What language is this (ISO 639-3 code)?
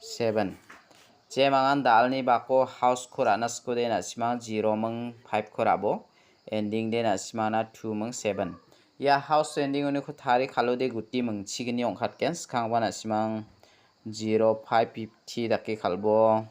grt